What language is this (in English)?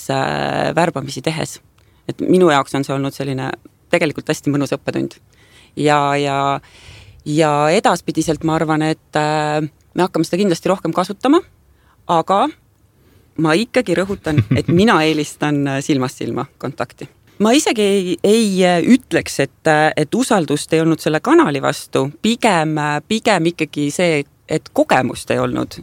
Estonian